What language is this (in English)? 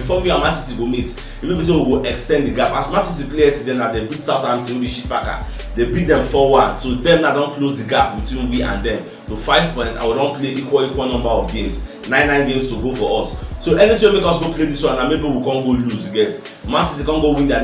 Nigerian Pidgin